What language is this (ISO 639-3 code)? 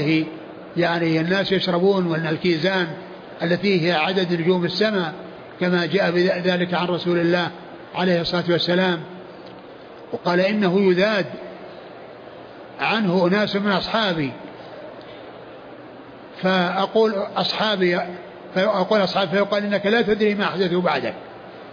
ara